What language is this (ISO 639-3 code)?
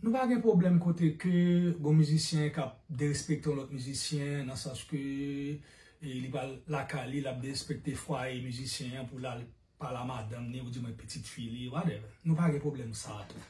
hat